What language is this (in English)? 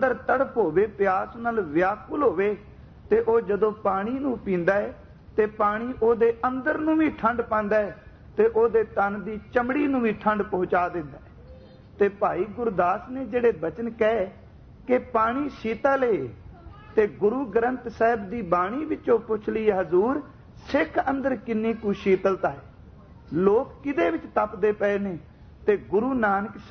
Punjabi